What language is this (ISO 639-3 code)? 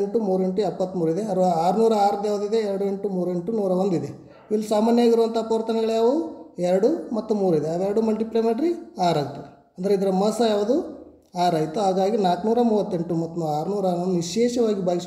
kan